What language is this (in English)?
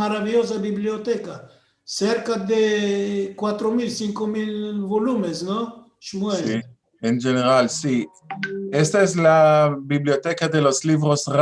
Ladino